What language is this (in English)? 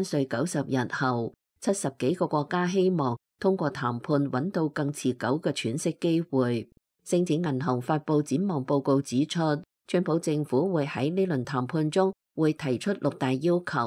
Cantonese